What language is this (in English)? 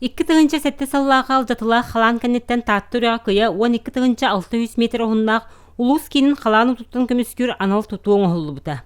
Yakut